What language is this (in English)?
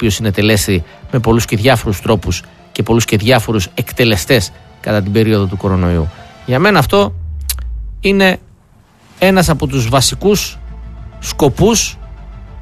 Greek